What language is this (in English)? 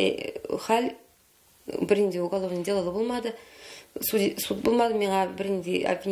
Tatar